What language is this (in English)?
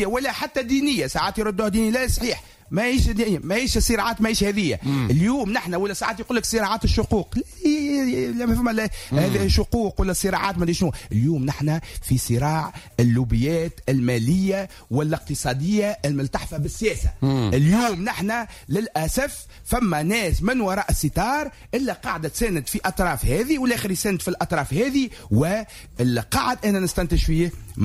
Tunisian Arabic